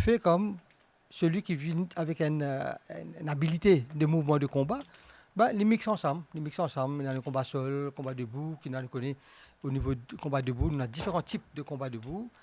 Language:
Morisyen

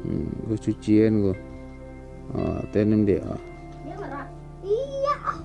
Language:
Minangkabau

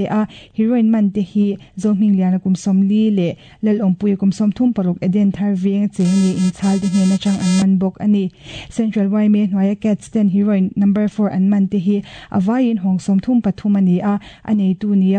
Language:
Mizo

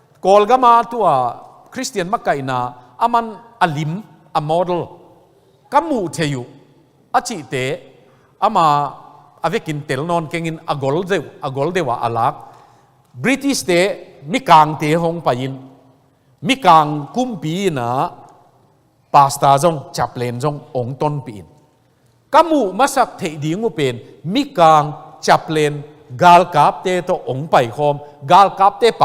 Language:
Tedim Chin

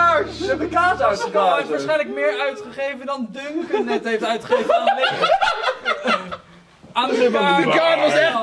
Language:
Dutch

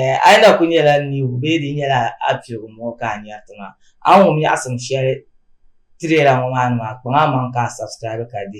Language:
Dagbani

